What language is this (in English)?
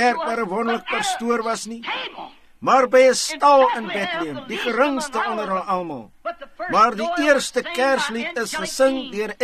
Afrikaans